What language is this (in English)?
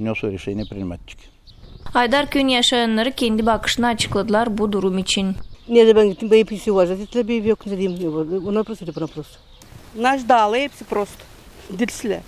Gagauz